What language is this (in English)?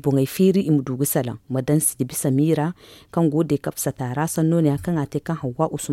Zarma